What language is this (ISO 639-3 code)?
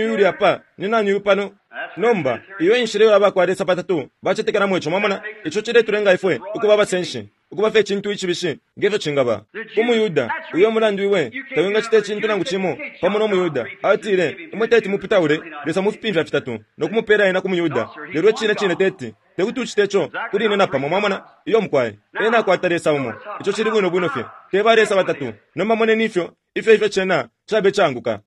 bem